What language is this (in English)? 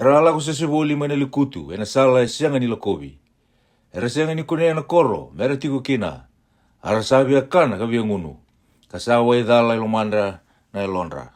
Fijian